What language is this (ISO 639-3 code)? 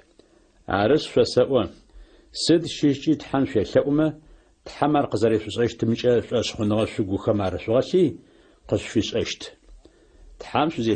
ady